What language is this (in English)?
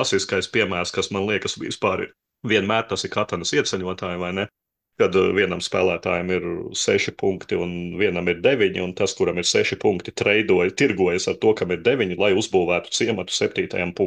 Latvian